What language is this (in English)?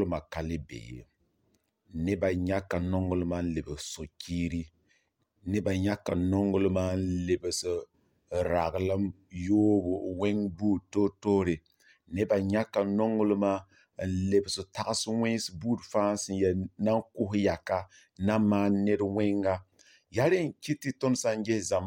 Mossi